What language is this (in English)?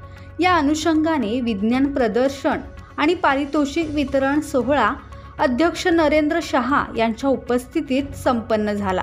Marathi